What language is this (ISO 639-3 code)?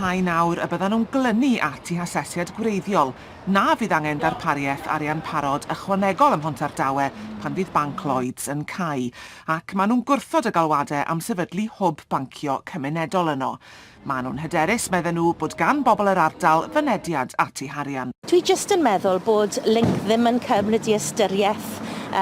cym